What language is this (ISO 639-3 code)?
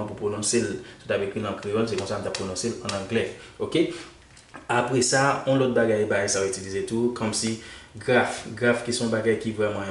hat